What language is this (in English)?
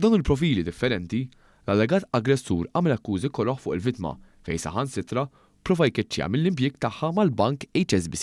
Maltese